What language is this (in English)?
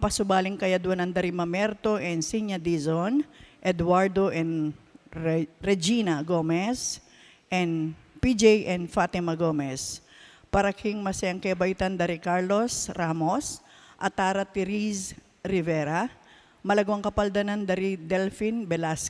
Pampanga